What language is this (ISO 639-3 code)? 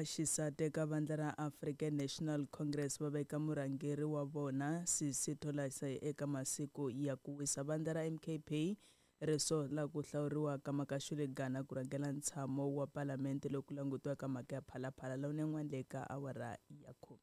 tso